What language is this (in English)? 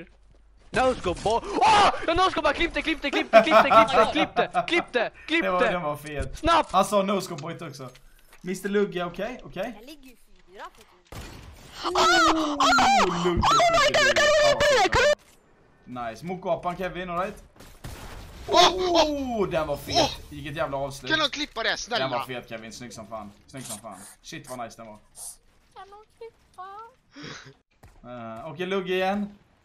Swedish